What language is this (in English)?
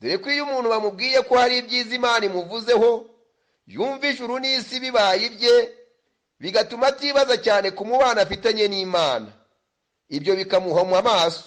Kinyarwanda